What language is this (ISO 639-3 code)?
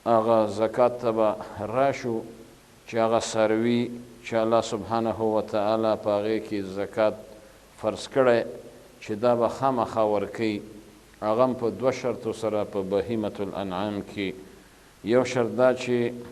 pus